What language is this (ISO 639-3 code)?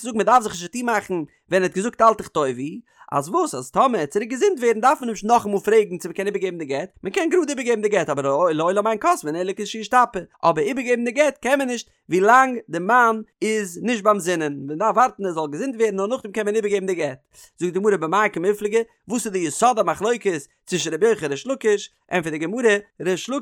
yid